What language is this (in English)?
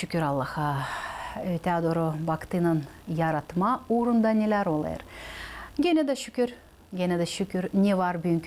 Gagauz